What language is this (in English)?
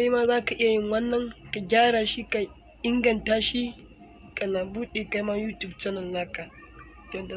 Hausa